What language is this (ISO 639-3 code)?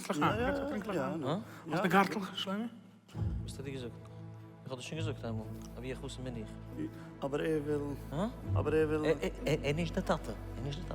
yid